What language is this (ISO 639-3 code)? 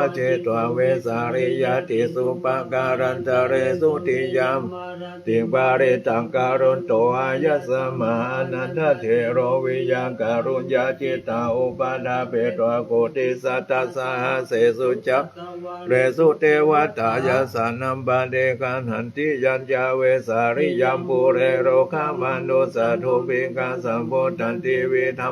pli